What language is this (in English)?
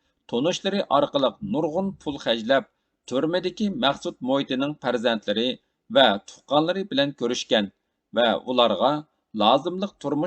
Uyghur